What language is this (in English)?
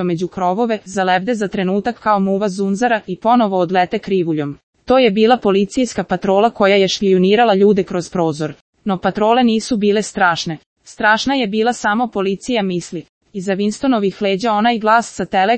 Serbian